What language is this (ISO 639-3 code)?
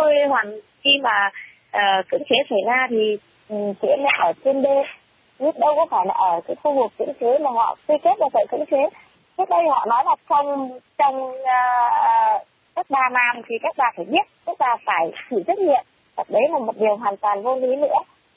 vie